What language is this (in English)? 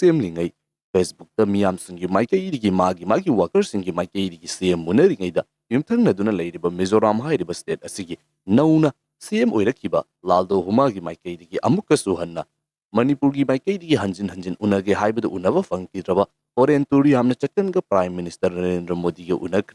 Manipuri